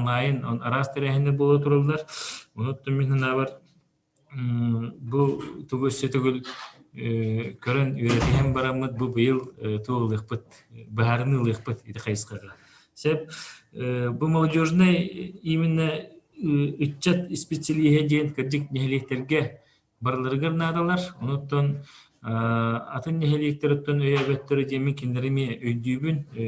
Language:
Yakut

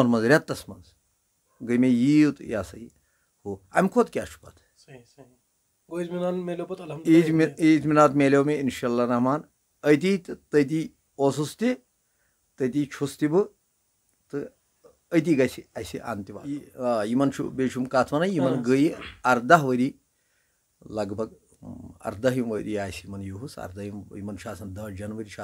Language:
Kashmiri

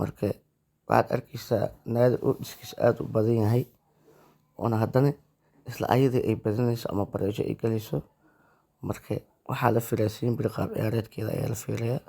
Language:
Somali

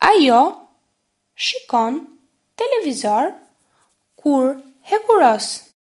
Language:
Albanian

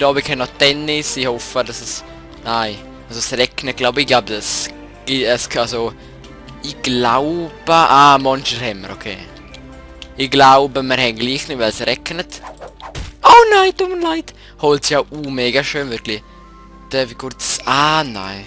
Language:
Swiss German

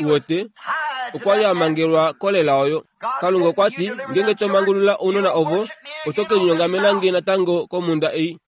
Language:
Kuanyama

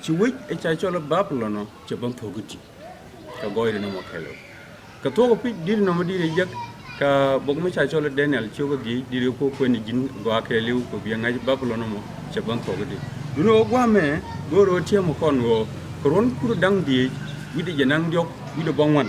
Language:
Nuer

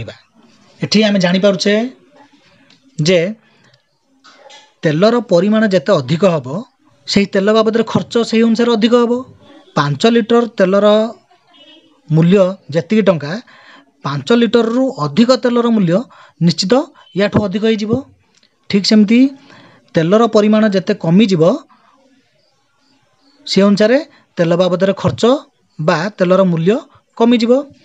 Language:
Odia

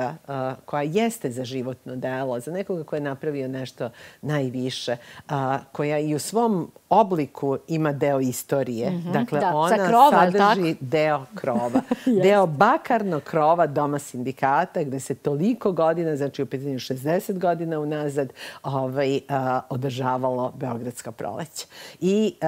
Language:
Serbian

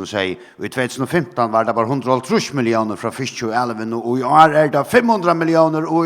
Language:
Faroese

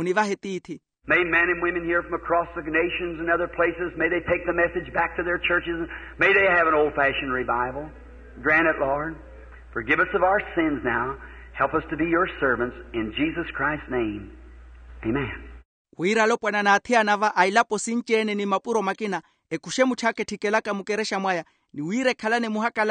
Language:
Makhuwa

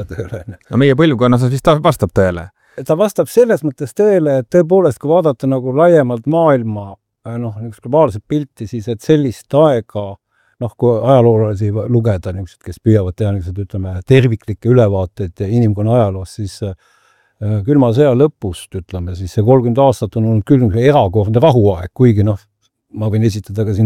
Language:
Estonian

